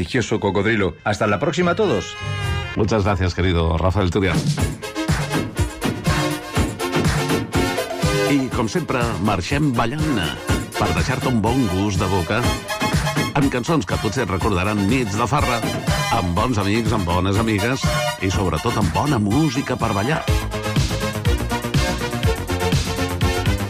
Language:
Catalan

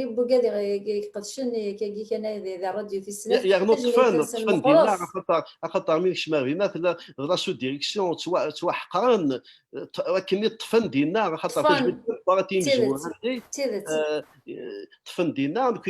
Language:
Kabyle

